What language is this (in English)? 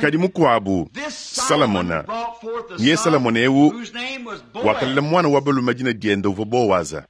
Luba-Lulua